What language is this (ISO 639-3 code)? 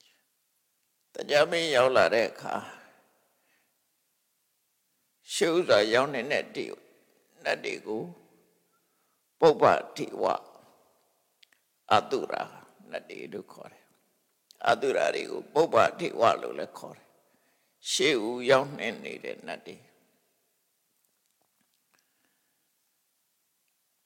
mya